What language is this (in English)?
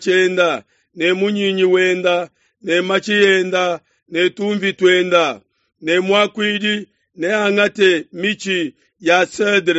Luba-Lulua